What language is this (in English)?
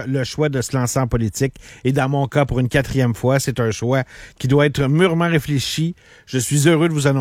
French